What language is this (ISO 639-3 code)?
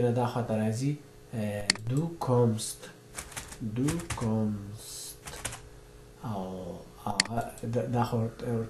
pus